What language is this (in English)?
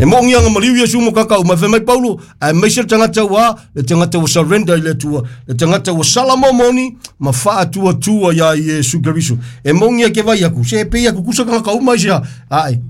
Samoan